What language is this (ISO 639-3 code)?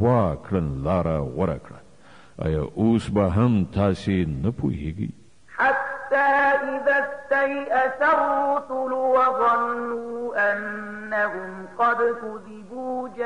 pus